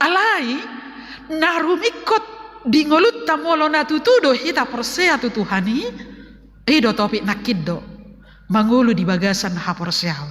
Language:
Batak Toba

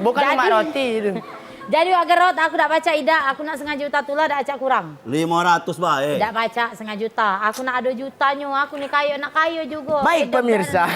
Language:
Musi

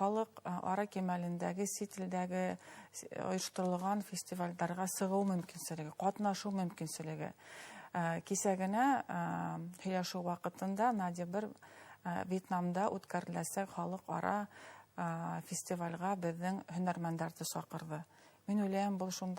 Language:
Bashkir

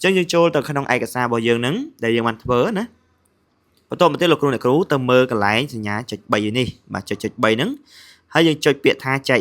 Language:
Khmer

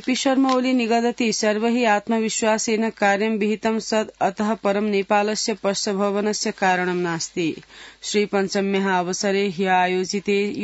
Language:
Sanskrit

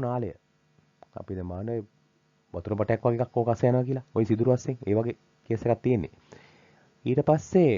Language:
Sinhala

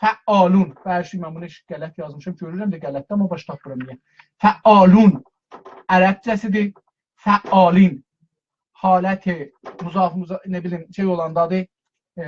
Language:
South Azerbaijani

